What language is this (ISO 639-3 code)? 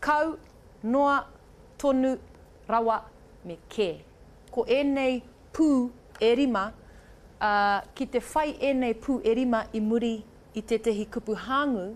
mri